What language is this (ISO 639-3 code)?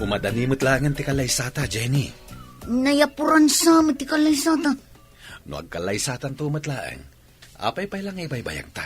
ilo